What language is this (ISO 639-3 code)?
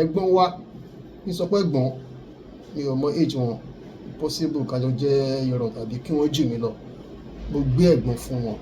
yor